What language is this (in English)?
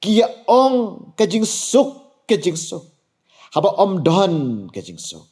Khasi